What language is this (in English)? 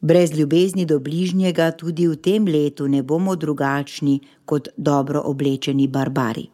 Slovenian